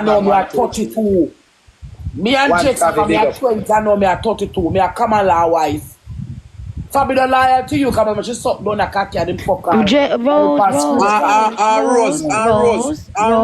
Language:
Jamaican Creole English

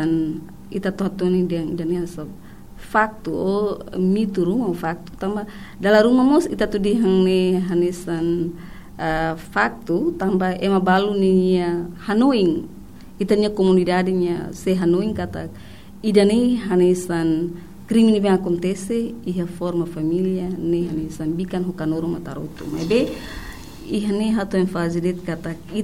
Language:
Tetum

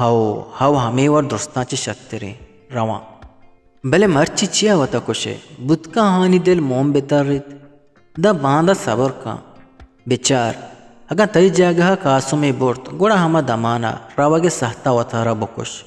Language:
Eastern Balochi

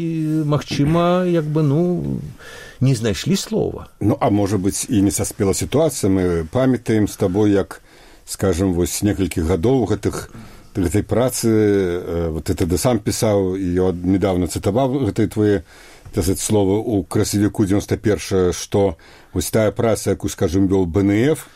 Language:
Belarusian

